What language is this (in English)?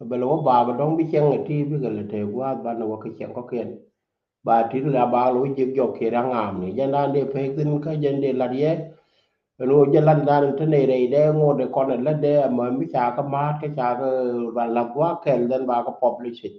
Nuer